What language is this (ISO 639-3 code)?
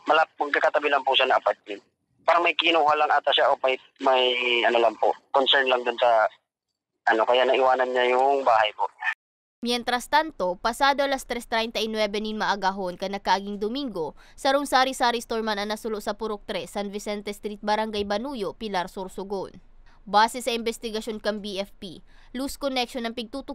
bik